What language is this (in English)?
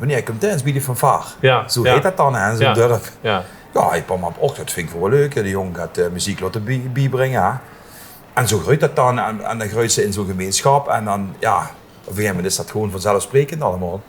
Limburgish